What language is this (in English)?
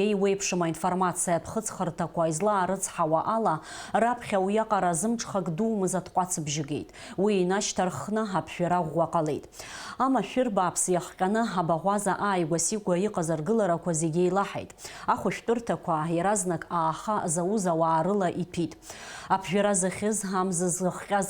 Abkhazian